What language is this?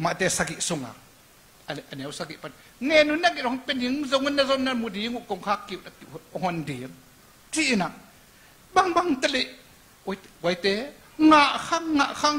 Tedim Chin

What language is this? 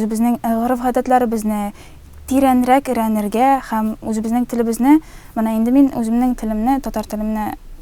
Tatar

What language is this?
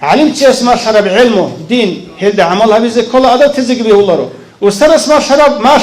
Avaric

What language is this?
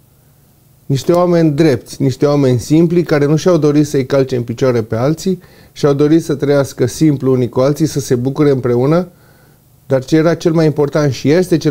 Romanian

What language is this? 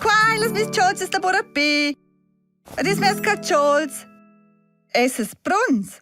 Romansh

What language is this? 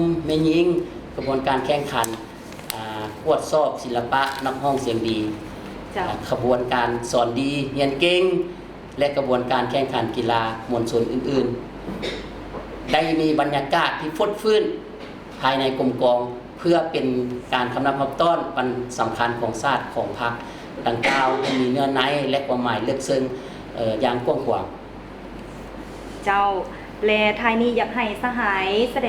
Lao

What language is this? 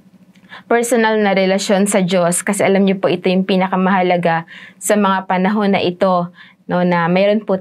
Filipino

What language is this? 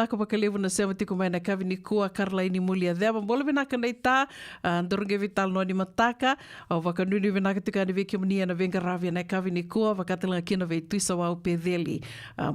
Fijian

